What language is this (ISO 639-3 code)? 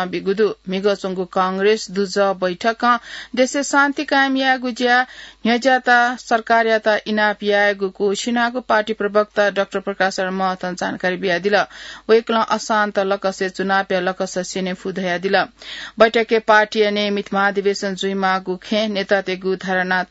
new